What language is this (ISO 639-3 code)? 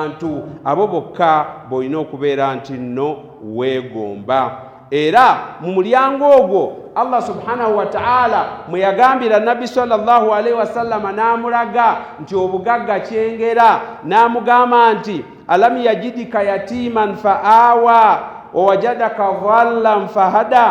lug